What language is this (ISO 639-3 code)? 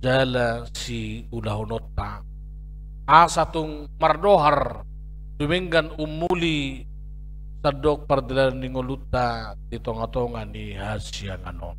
bbc